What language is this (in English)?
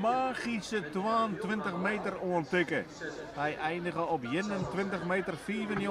Western Frisian